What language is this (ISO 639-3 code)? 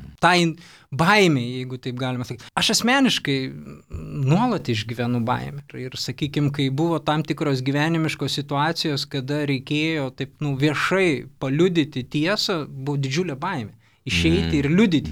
lit